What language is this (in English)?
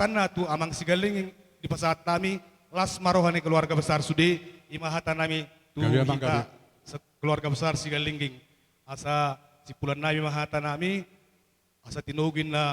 Batak Toba